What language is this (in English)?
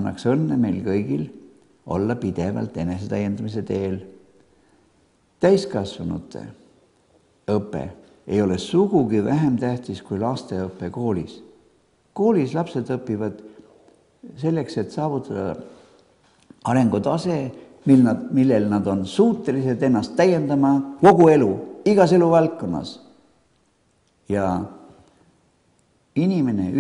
Estonian